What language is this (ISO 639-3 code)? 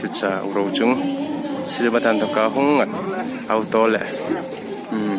hmr